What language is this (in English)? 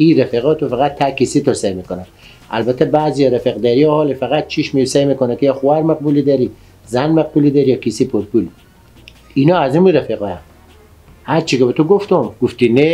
Persian